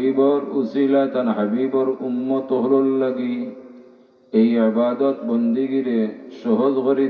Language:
Sylheti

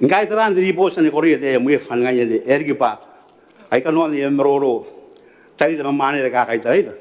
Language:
Gilbertese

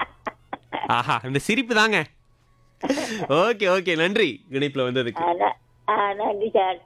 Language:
Tamil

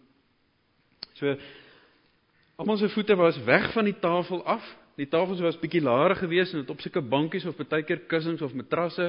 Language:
Afrikaans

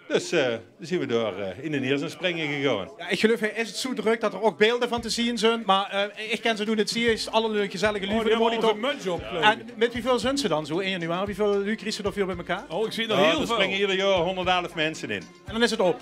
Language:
Limburgish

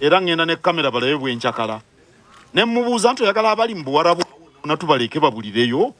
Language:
Ganda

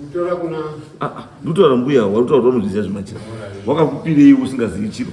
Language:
Shona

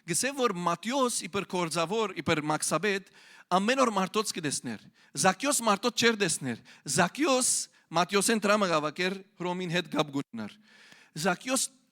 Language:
Western Armenian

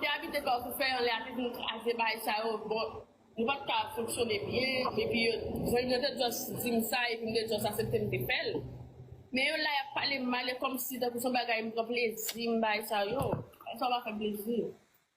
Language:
Haitian Creole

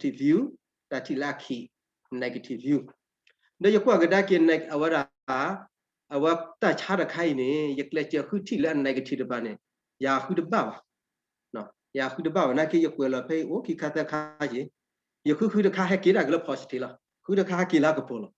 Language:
S'gaw Karen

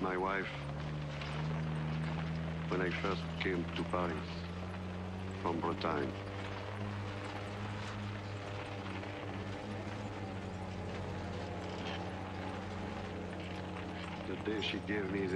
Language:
English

